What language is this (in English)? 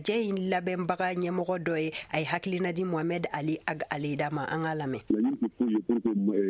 Bambara